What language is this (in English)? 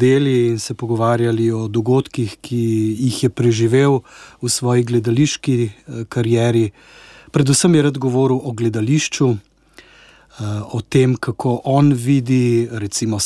Slovenian